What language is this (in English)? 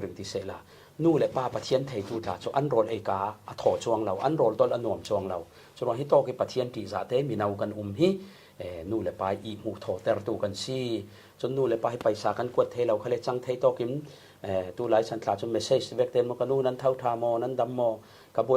Falam Chin